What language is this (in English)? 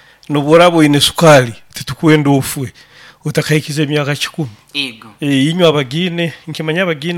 Nyoro